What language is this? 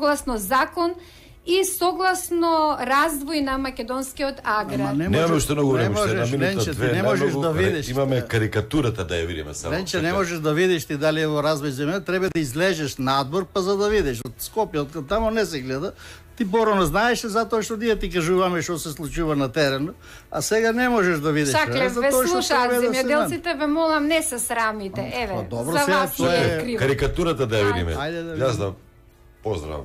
Macedonian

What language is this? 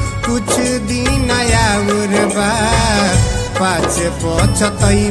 Bhojpuri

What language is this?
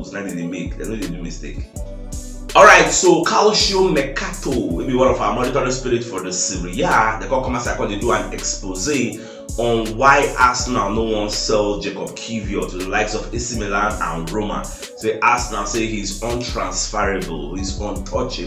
Nigerian Pidgin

